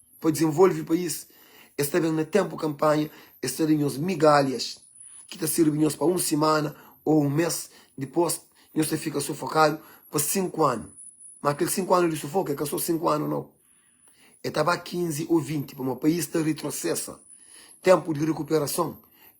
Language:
Kabuverdianu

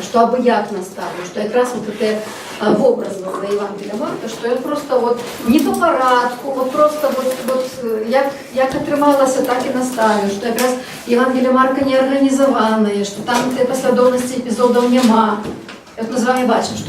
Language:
Belarusian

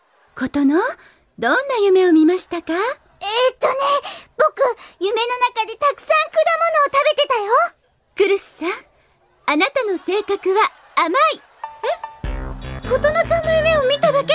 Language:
Japanese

